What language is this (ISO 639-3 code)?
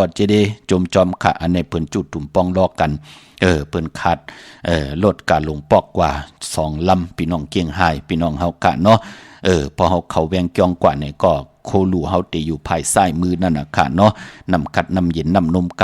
shn